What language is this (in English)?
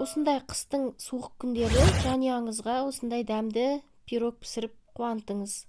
Kazakh